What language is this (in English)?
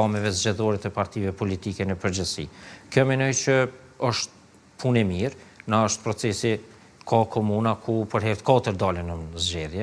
Albanian